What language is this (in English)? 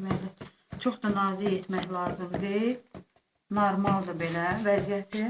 Azerbaijani